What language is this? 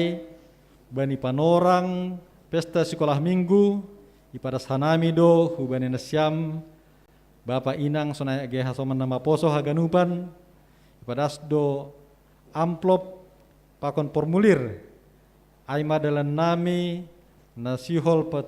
Batak Simalungun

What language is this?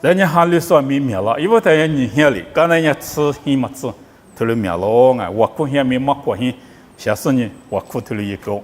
Lisu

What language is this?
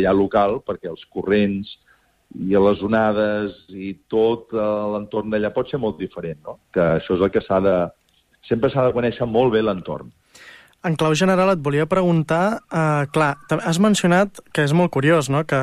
Catalan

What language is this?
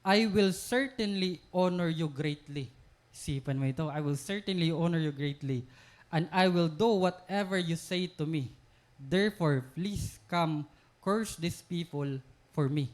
Waray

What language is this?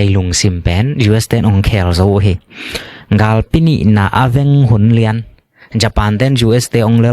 Tedim Chin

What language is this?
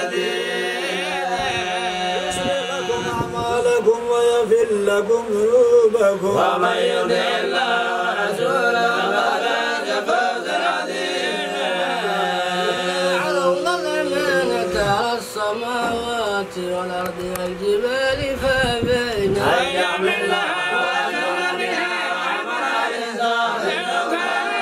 Arabic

